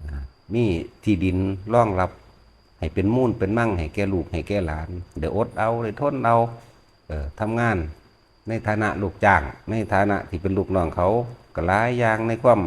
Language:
Lao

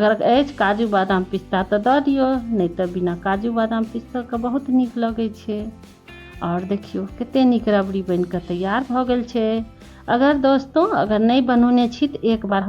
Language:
Maithili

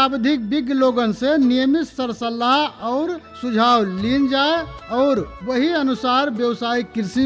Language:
Bhojpuri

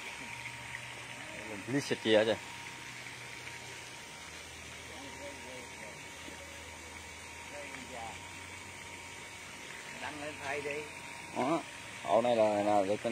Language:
Vietnamese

